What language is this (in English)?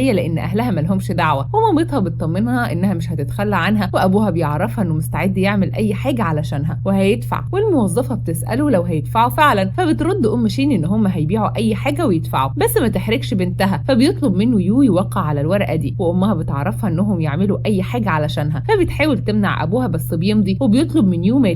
Egyptian Arabic